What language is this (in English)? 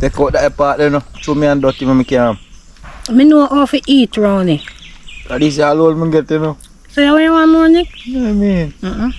Jamaican Creole English